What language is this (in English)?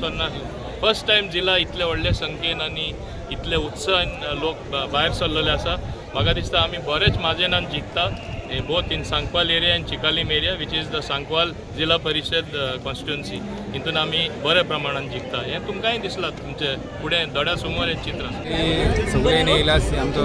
Konkani